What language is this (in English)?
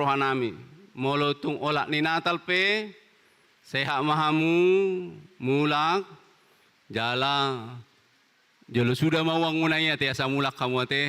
Batak Toba